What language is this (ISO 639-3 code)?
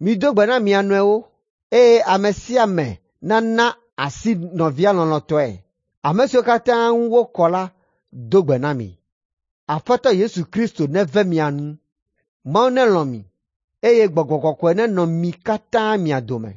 ewe